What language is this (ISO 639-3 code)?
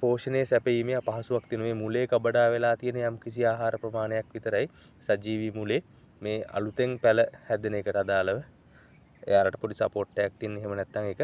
sin